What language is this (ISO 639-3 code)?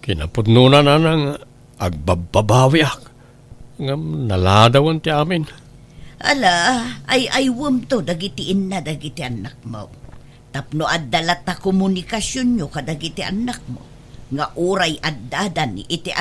ilo